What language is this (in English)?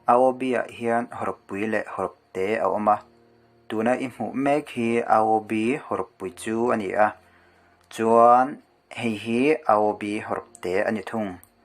Mizo